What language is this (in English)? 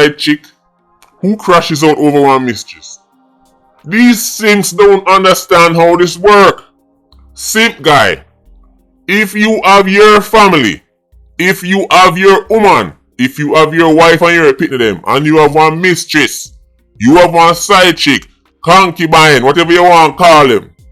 Jamaican Creole English